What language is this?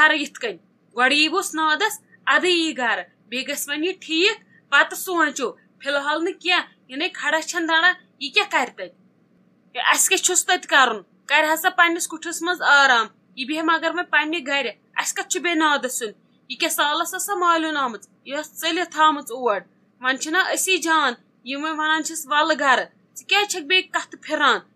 Kashmiri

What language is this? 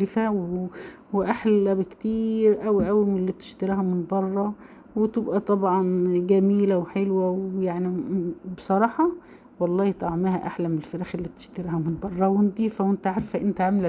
Egyptian Arabic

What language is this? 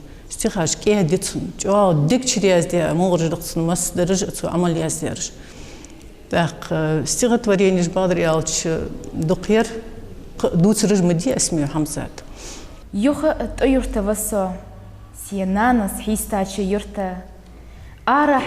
Ingush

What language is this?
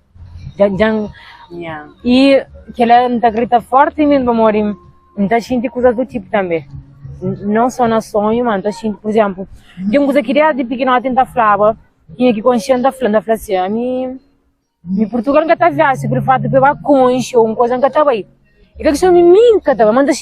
Kabuverdianu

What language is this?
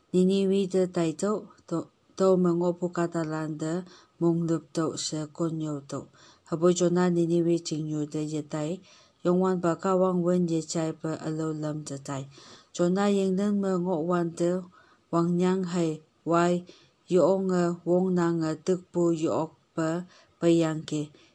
Konyak Naga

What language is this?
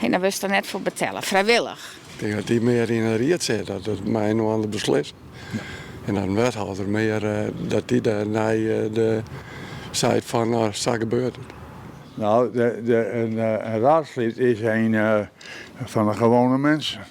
Western Frisian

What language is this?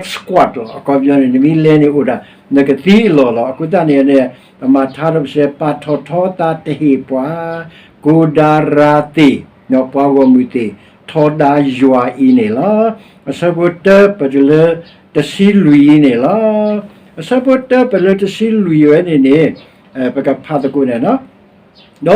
S'gaw Karen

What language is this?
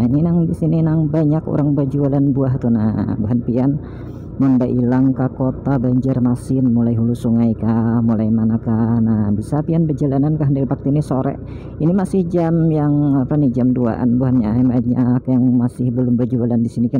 Banjar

